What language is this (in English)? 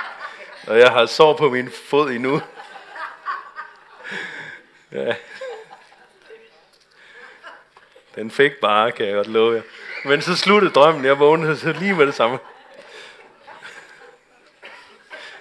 Danish